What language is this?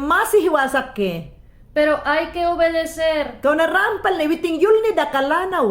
Mayangna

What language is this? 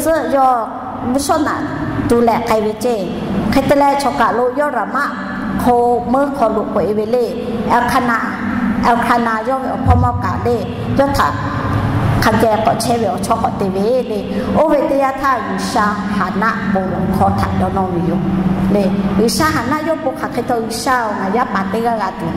Lahu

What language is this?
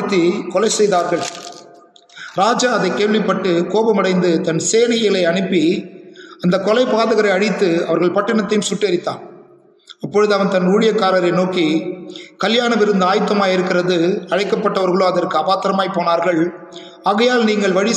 Tamil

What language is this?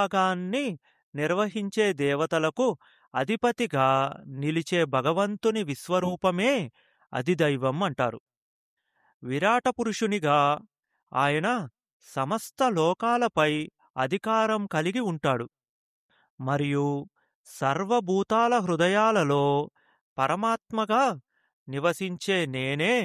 Telugu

